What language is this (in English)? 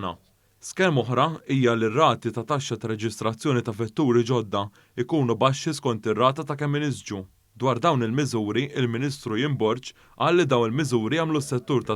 Maltese